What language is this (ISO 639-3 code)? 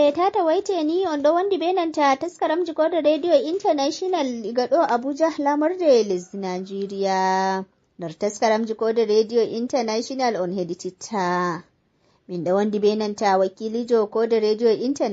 ful